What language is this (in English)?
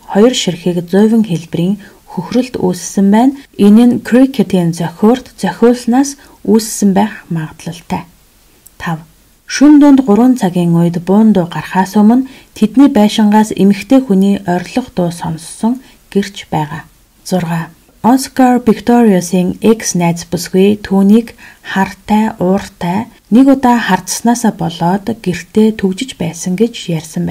Mongolian